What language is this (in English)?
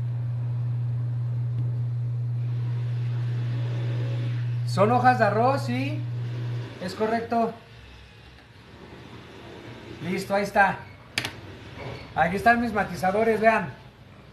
Spanish